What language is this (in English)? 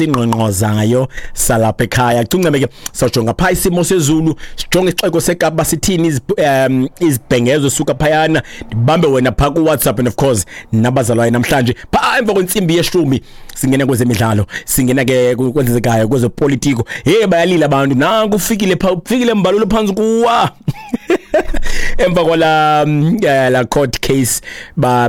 Xhosa